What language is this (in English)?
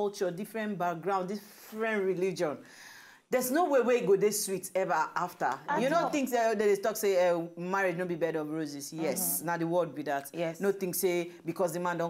Nigerian Pidgin